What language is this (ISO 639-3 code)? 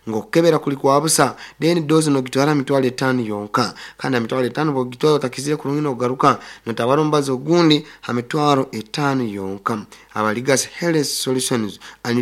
nyo